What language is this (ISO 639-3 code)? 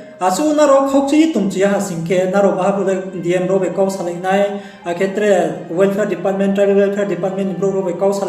ria